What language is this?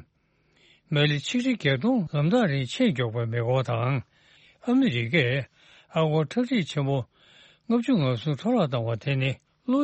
Tibetan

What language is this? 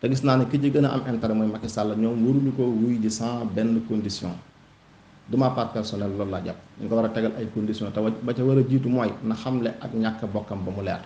Wolof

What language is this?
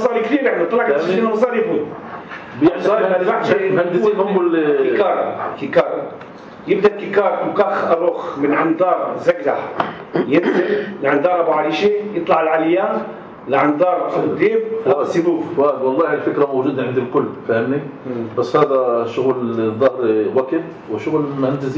North Levantine Arabic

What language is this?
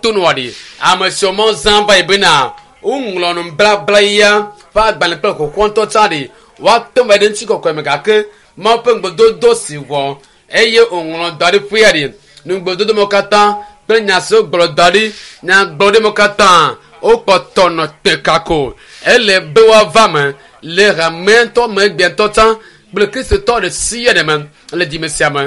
Ewe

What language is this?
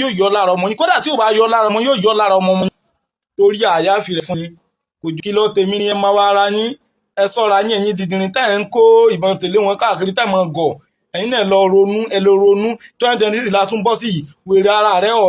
Yoruba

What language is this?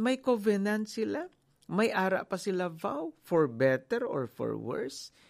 Hiligaynon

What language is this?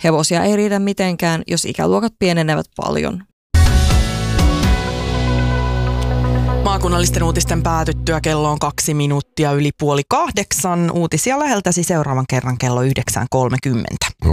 Finnish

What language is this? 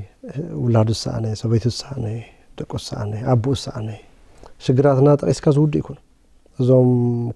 Tigrinya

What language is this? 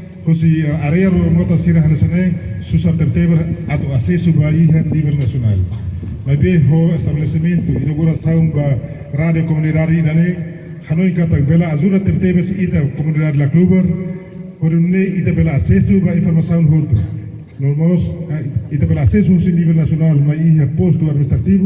Tetum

